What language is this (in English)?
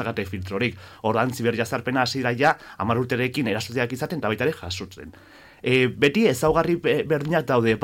Basque